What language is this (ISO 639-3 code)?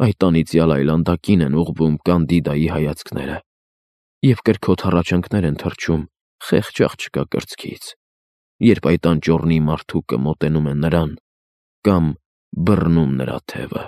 hye